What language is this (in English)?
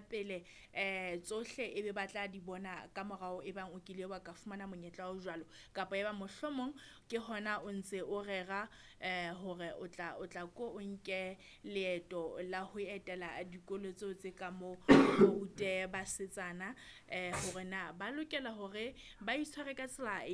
Southern Sotho